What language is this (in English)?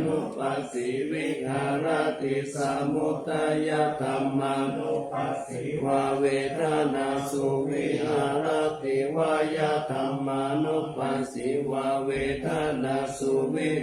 Pali